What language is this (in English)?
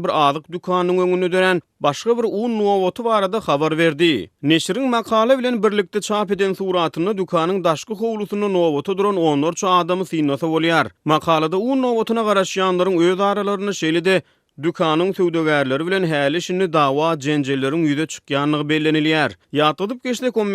Turkmen